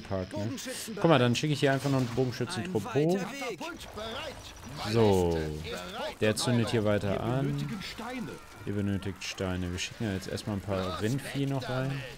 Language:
German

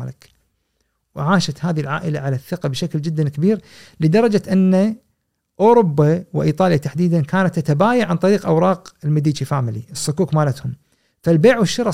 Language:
Gulf Arabic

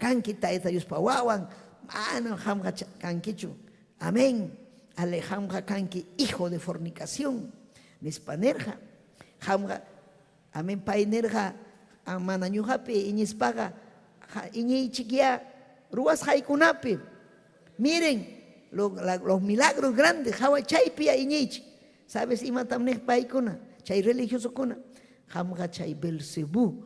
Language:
Ayacucho Quechua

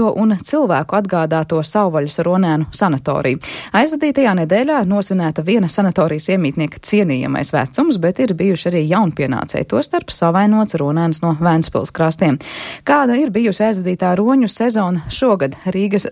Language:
Latvian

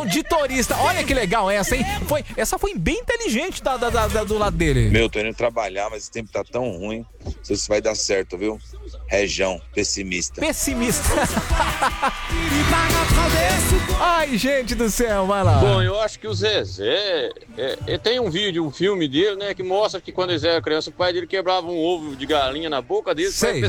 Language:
Portuguese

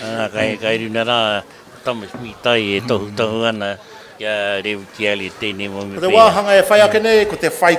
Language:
Māori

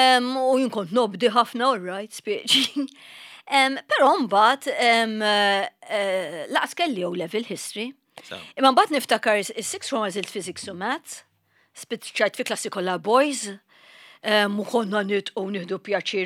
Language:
Maltese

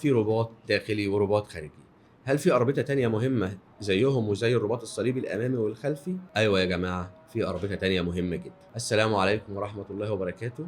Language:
Egyptian Arabic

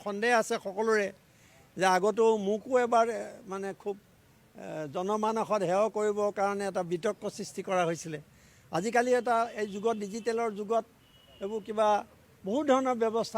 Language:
Assamese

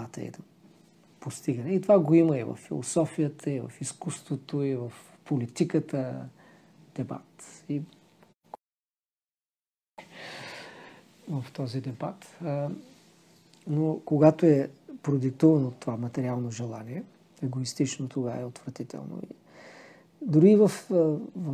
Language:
Bulgarian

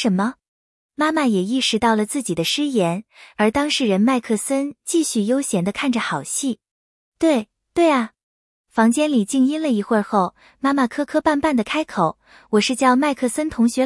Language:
Chinese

